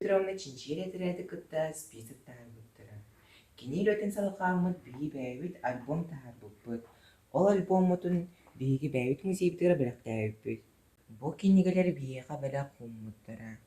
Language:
Yakut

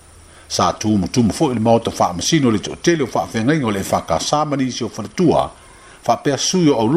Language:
Samoan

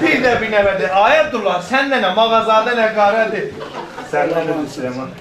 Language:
South Azerbaijani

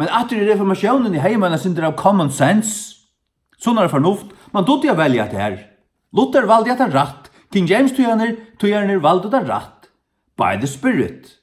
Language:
Faroese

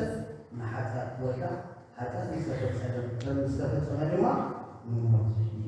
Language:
Tigrinya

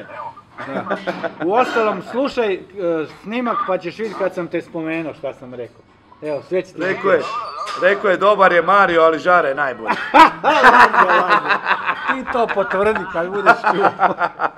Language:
Croatian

